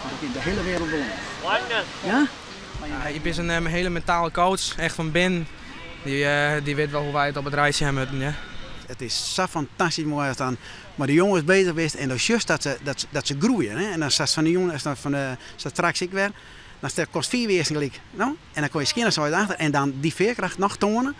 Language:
Western Frisian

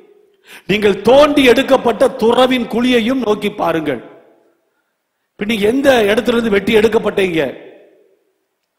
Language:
Tamil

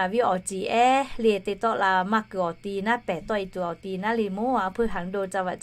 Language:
Lahu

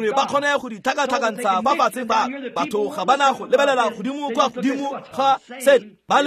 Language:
Tswana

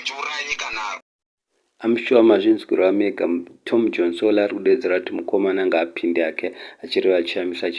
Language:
Shona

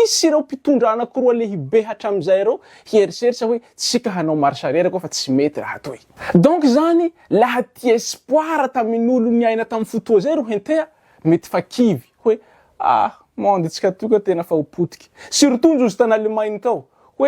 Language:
Malagasy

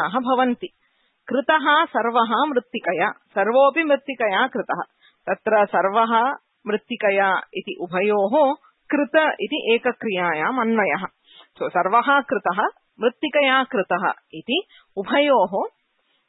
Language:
Sanskrit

